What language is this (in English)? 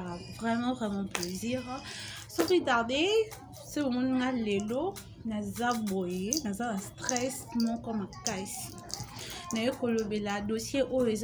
Lingala